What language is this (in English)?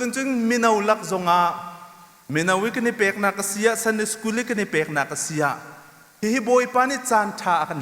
Hakha Chin